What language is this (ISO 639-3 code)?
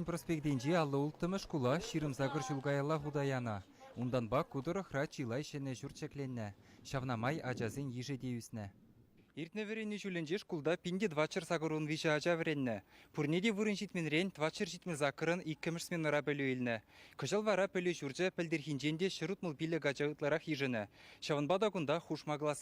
chv